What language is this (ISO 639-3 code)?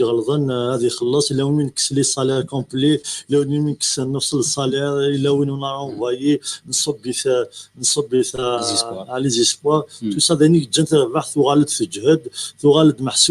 kab